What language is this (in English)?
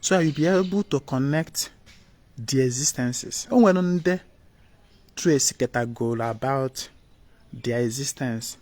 Igbo